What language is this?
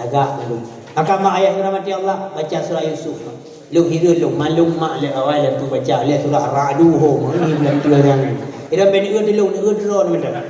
Achinese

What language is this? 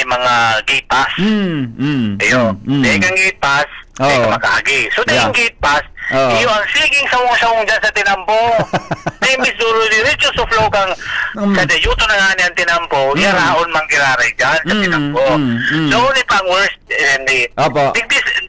Bikol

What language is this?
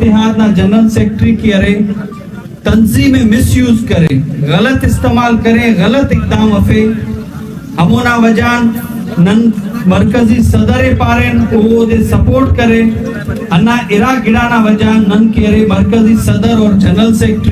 Brahui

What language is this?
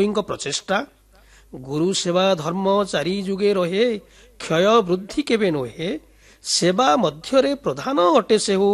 Odia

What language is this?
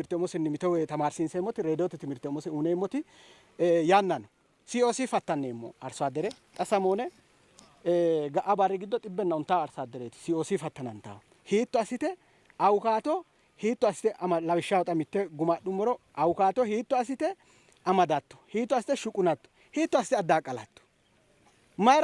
Sidamo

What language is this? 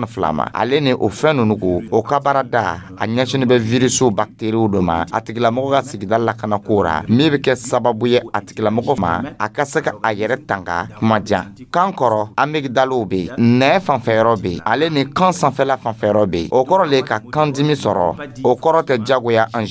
Dyula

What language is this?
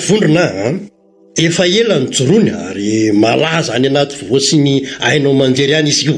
Malagasy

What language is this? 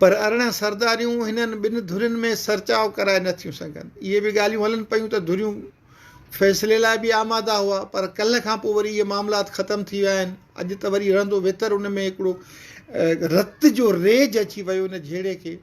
Sindhi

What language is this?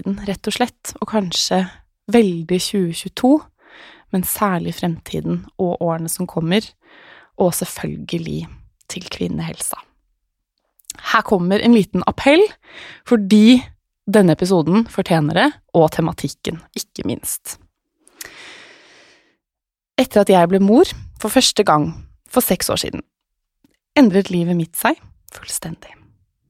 Norwegian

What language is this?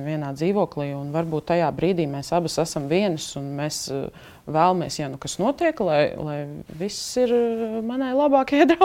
Latvian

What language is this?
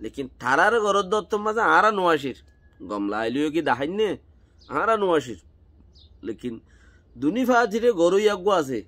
Rohingya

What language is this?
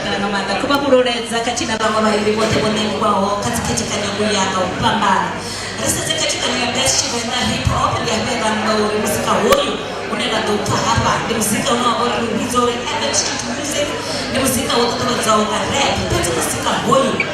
Venda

